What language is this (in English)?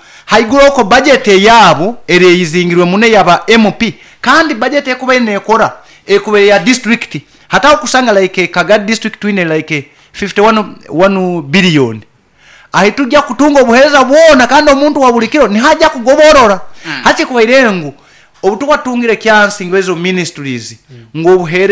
Nyoro